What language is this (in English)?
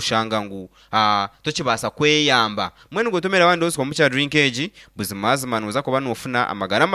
Nyankole